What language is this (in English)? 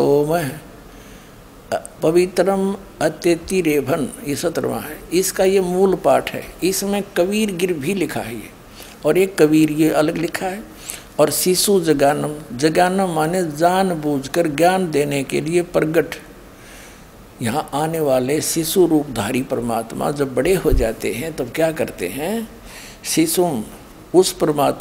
Hindi